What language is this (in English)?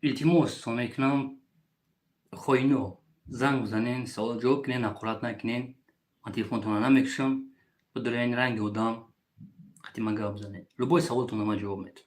Tajik